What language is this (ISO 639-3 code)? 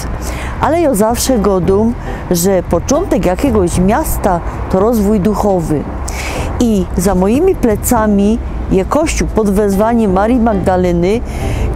szl